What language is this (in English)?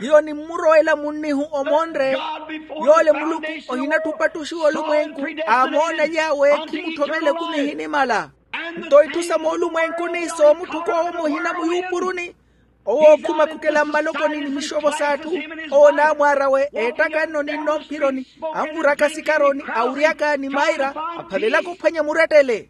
Makhuwa